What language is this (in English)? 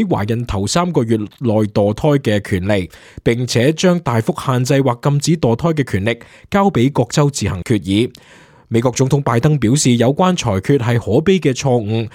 Cantonese